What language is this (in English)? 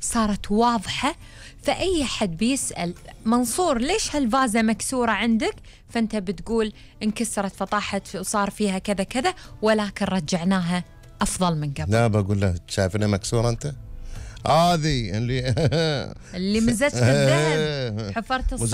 Gulf Arabic